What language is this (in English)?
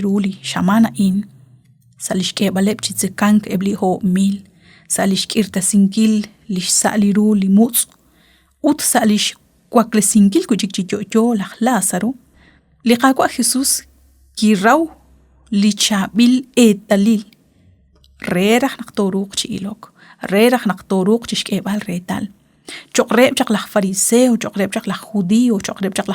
Kekchí